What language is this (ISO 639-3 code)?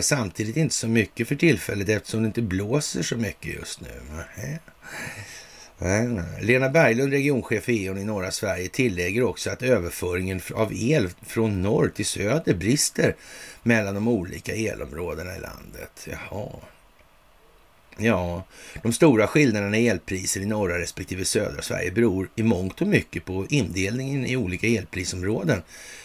swe